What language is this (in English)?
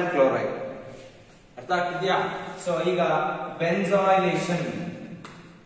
Kannada